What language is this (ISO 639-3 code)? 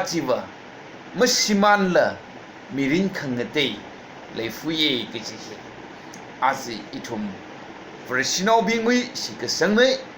nmf